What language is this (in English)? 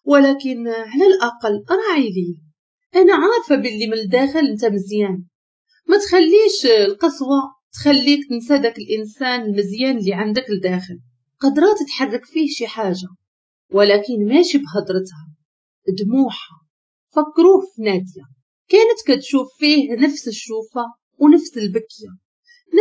Moroccan Arabic